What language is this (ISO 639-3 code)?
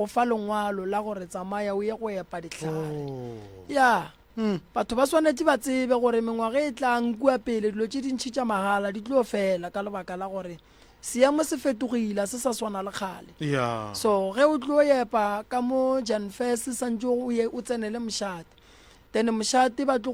nso